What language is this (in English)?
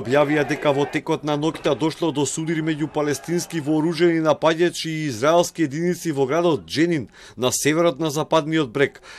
Macedonian